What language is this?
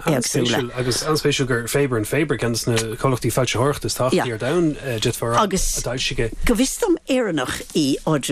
Irish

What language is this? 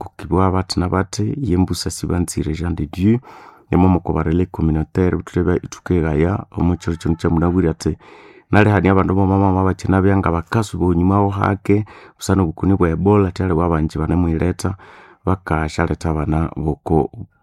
Nande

